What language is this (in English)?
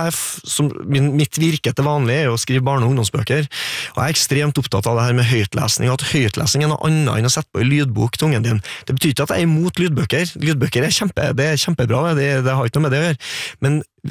Norwegian